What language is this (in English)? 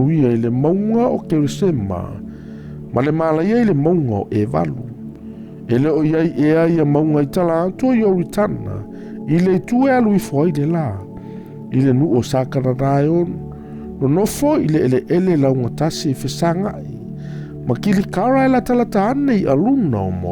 Samoan